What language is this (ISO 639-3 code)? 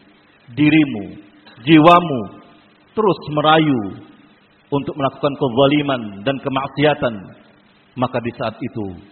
ind